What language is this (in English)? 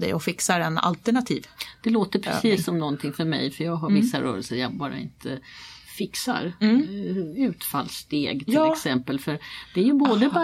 Swedish